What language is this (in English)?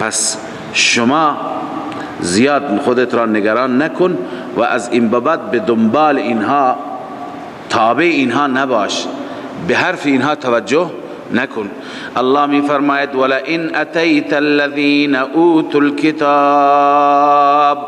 Persian